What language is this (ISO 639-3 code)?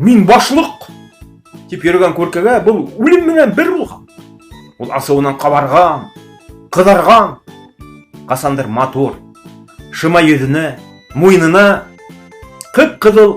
bak